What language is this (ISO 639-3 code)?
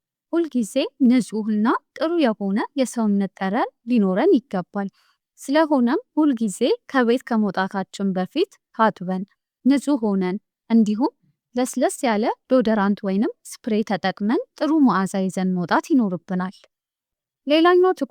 amh